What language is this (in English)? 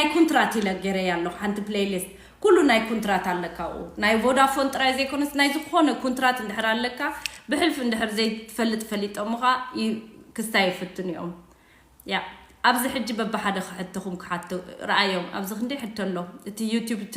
Tigrinya